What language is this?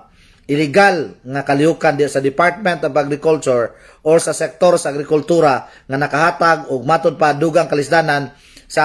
Cebuano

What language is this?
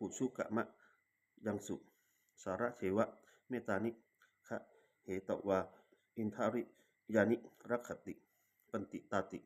Pali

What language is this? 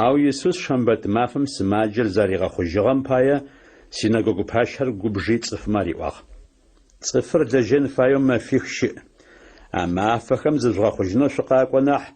Adyghe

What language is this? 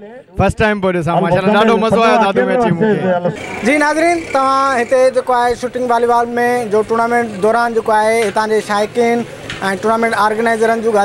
Sindhi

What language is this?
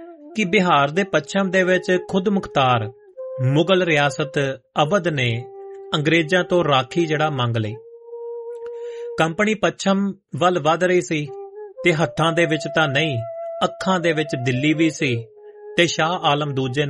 Punjabi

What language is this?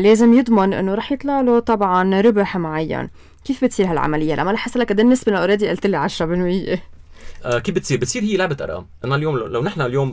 North Levantine Arabic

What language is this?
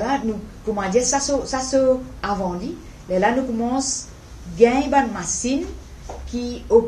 Morisyen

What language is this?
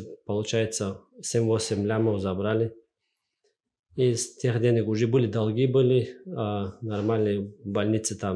Russian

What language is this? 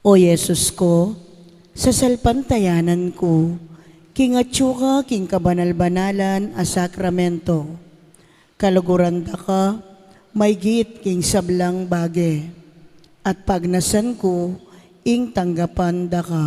Pampanga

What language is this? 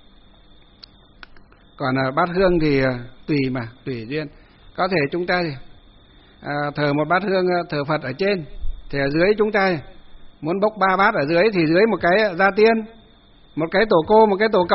Vietnamese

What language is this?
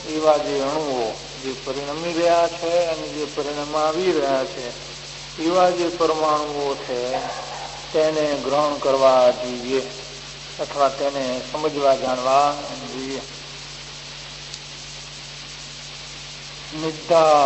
Gujarati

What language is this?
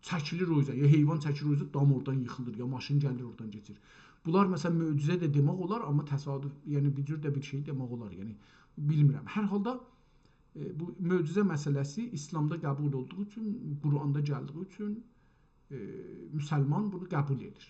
South Azerbaijani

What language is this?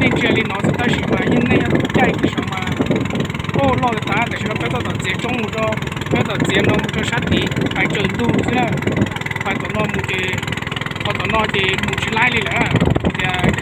Hmong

